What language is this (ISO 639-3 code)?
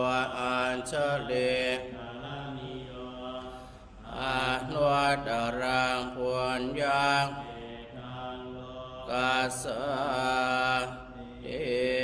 pli